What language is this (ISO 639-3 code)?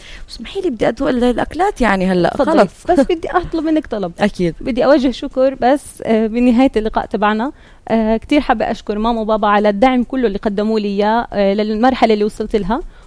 apc